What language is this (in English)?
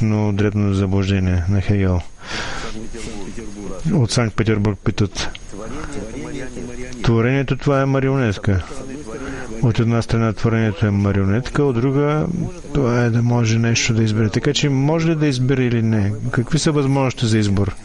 Bulgarian